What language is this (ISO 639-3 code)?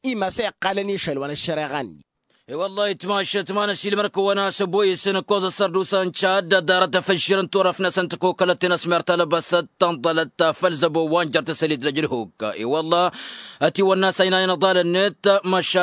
taq